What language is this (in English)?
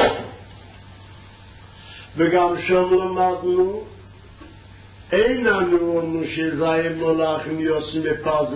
Hebrew